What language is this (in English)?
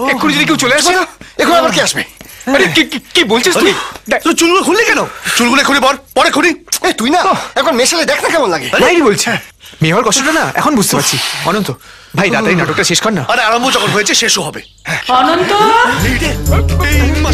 Bangla